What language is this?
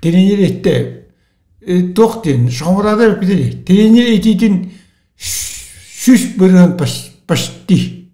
Yakut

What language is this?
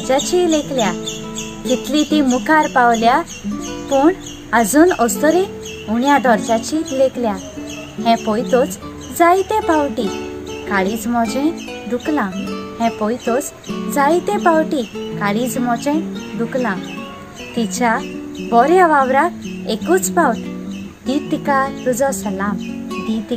Konkani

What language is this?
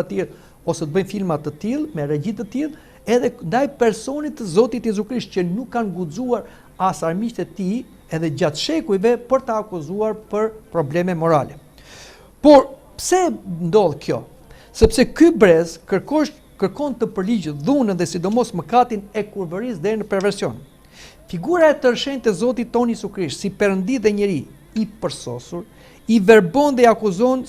Albanian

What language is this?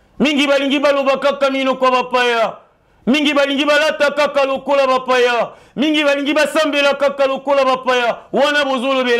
Lingala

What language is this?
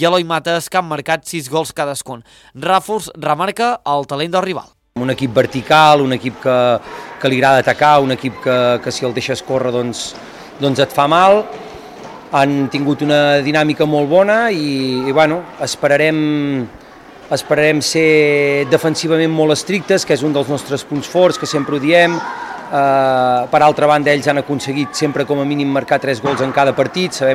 Catalan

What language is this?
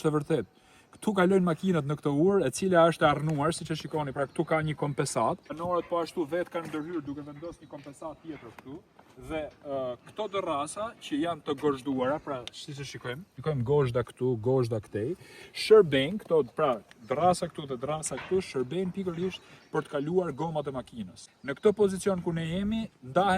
Albanian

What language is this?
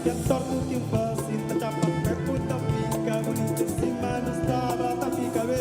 Kabuverdianu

